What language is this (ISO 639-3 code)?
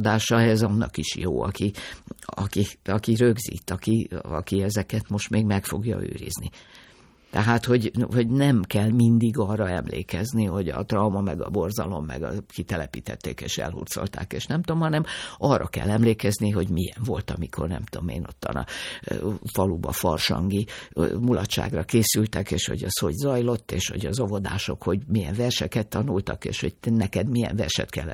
hun